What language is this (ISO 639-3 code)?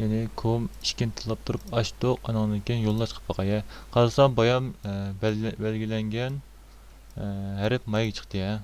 uig